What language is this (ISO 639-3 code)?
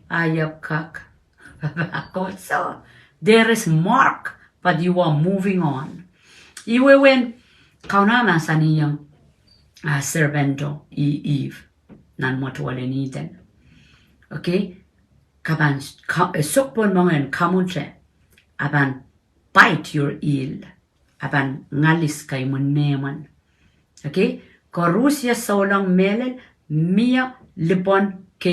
pon